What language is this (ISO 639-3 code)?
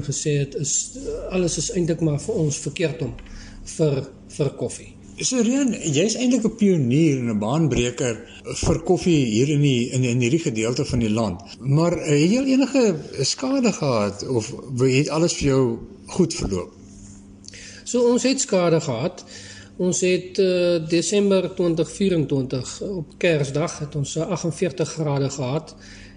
afr